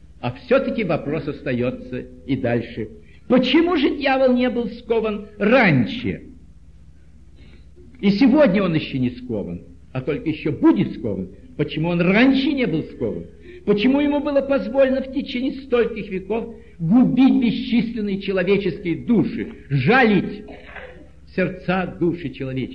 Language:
Russian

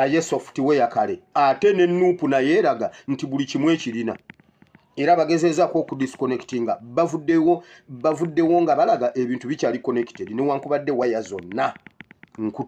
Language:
Ganda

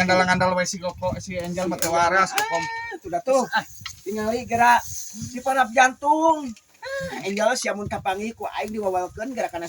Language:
Sundanese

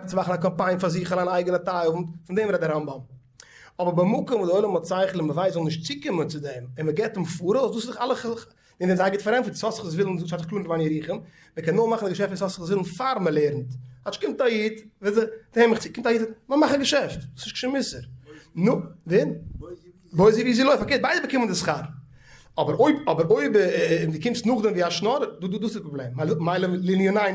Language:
Yiddish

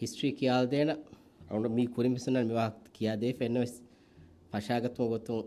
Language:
Divehi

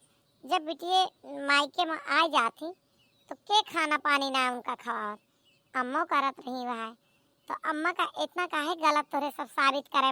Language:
Awadhi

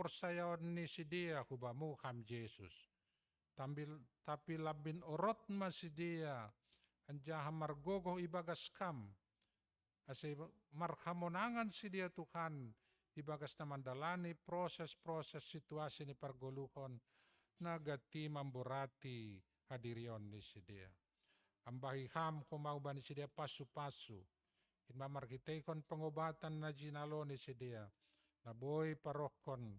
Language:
Batak Simalungun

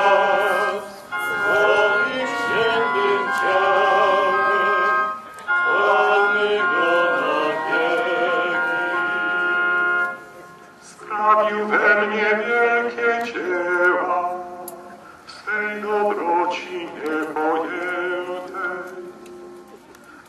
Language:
Polish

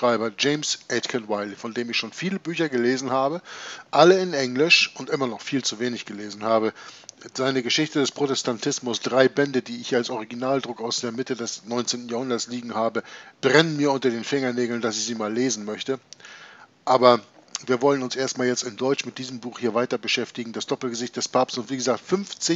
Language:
German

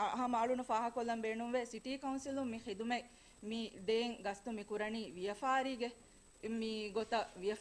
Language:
Divehi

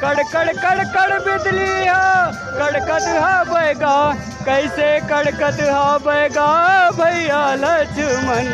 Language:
Chhattisgarhi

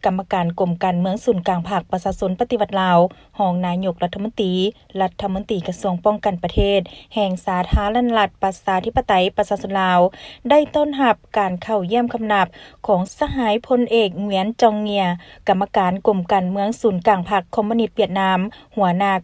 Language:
Lao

